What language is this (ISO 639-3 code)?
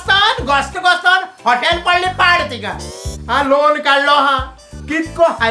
kok